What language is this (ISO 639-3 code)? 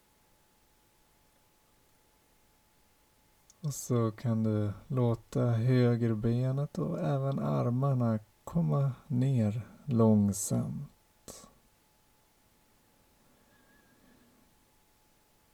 swe